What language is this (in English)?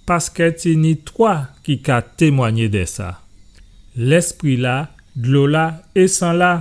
Guadeloupean Creole French